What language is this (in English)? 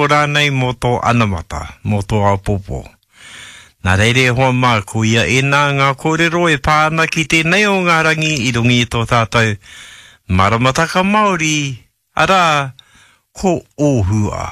Māori